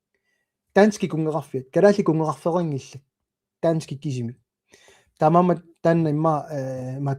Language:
Kalaallisut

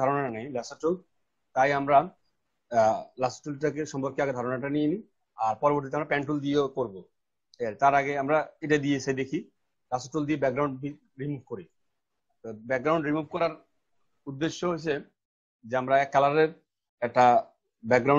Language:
Bangla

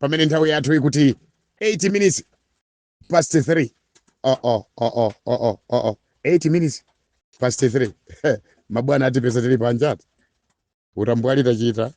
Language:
Nyanja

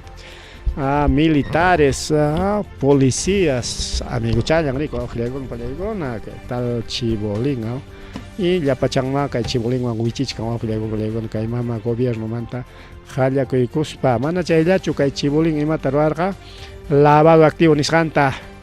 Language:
Ayacucho Quechua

